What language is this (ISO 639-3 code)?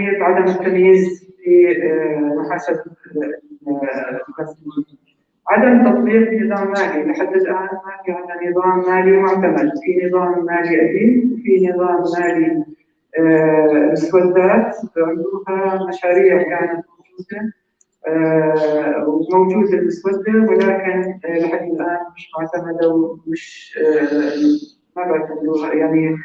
apc